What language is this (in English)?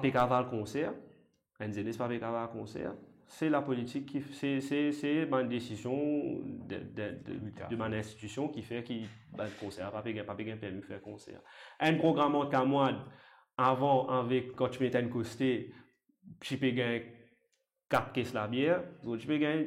Morisyen